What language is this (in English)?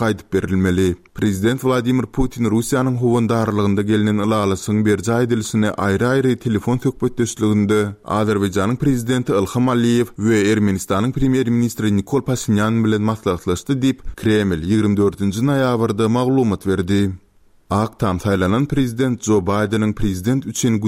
Turkmen